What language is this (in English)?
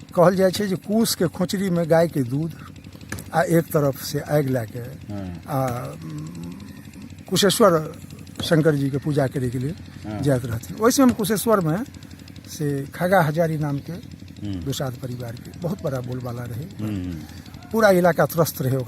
Maithili